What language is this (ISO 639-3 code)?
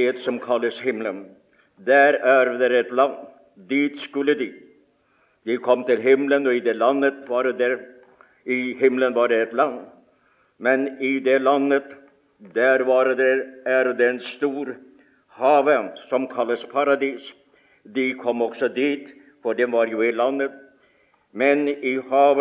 nor